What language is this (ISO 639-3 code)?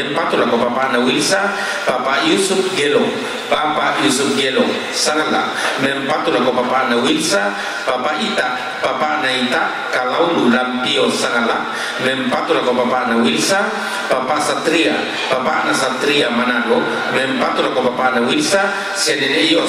sda